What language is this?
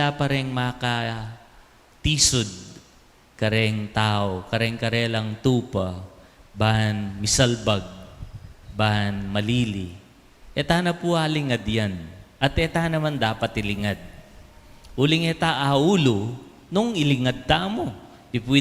Pampanga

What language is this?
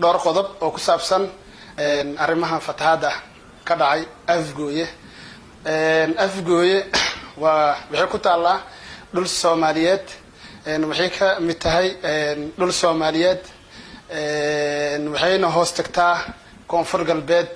Somali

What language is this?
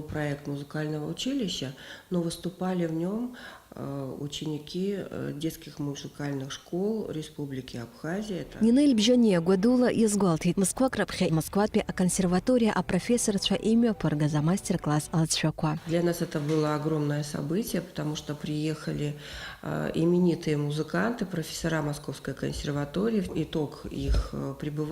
Abkhazian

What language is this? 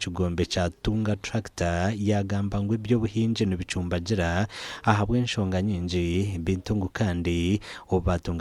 Nyankole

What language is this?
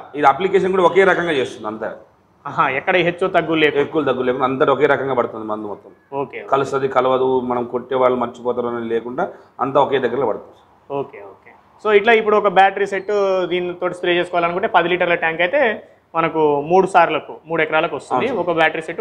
Telugu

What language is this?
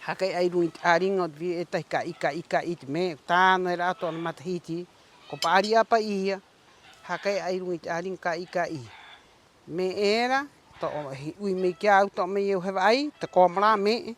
Rapanui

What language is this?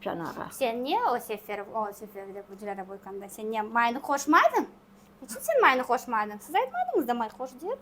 Crimean Tatar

